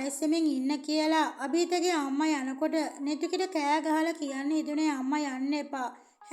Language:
Sinhala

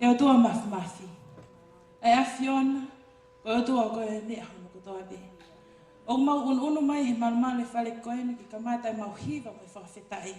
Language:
Tongan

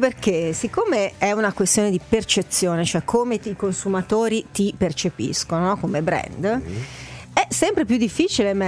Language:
Italian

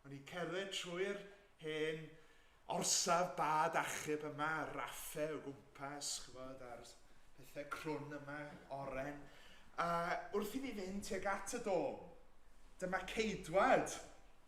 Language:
Welsh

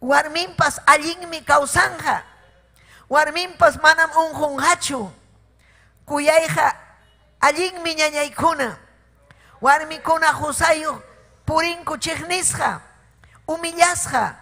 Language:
Ayacucho Quechua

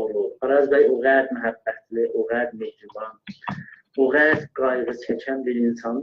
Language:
South Azerbaijani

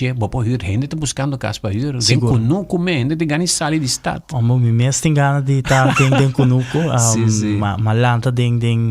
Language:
Papiamento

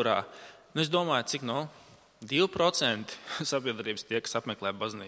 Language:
Latvian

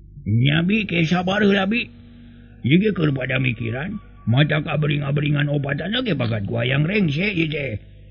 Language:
Sundanese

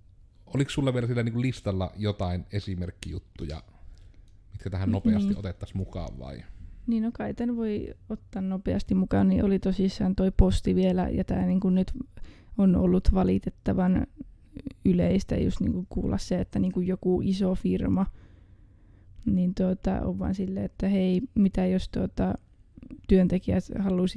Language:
Finnish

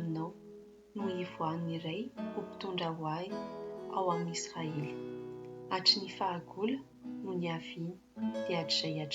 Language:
Malagasy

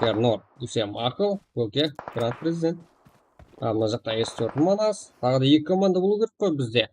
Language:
Kara-Kalpak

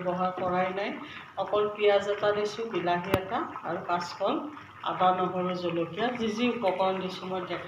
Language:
Assamese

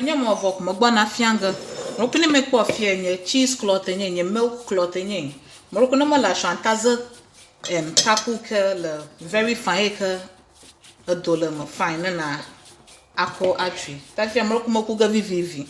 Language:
Ewe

